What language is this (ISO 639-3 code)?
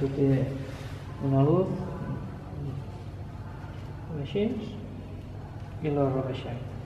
cat